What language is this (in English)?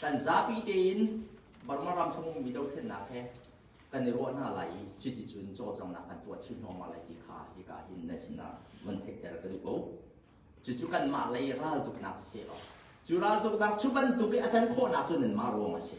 Hakha Chin